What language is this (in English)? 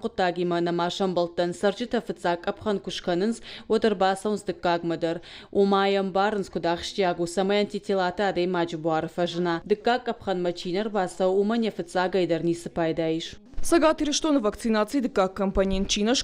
Ossetic